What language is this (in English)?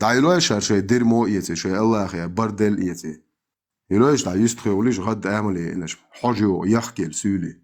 Chechen